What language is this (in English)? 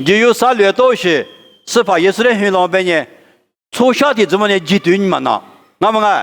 Lisu